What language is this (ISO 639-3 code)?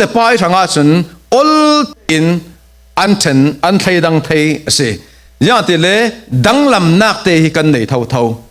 cfm